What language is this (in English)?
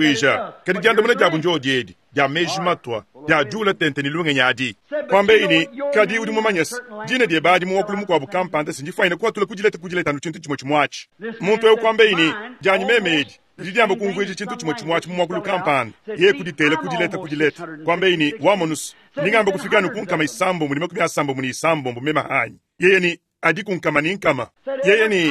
Luba-Lulua